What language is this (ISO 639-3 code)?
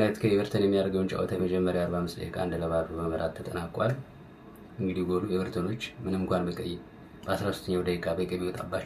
amh